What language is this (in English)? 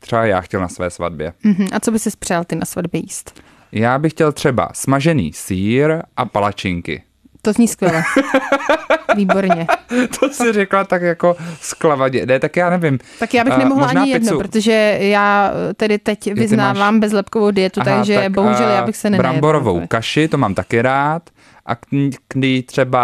Czech